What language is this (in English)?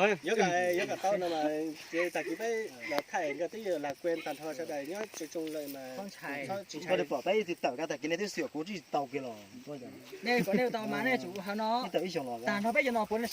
Hmong